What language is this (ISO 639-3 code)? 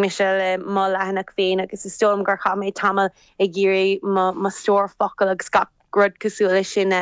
gle